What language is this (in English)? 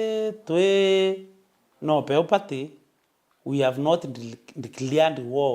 Meru